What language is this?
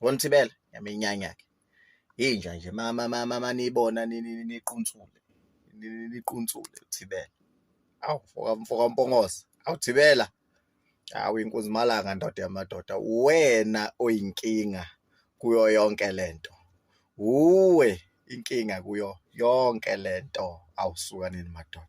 Zulu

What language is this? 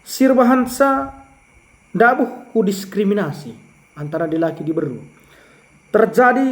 Batak Karo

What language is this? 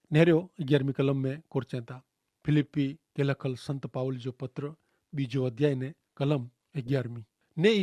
Kachhi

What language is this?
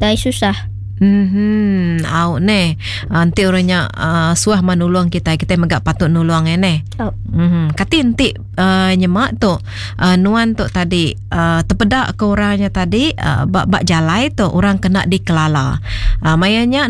Iban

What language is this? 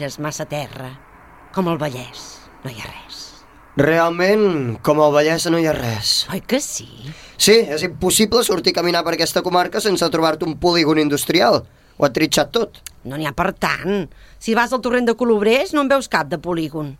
Catalan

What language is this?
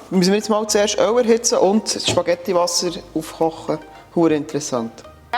Swiss German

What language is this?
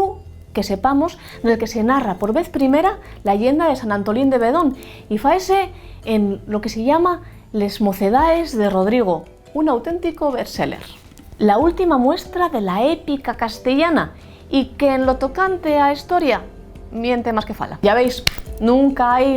Asturian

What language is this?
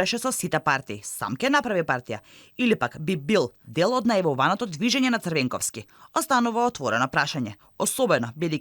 Macedonian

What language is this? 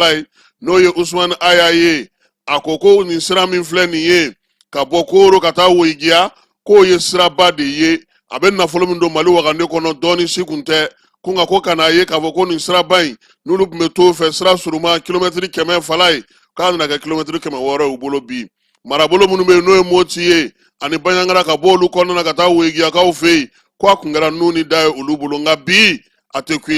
Bambara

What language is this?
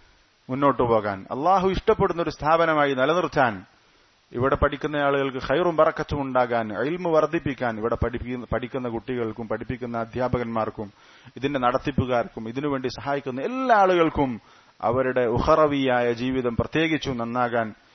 Malayalam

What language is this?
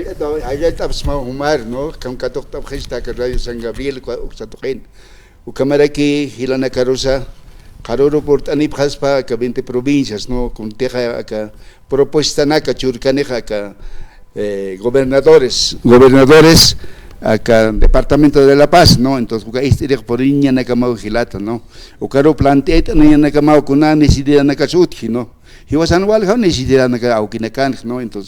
Aymara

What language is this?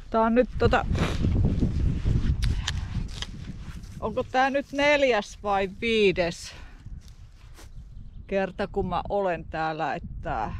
Finnish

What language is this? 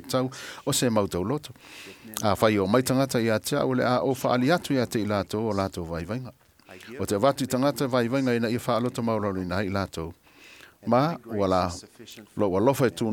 Samoan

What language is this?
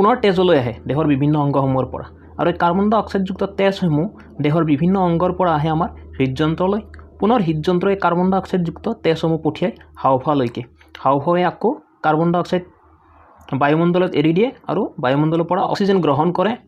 Assamese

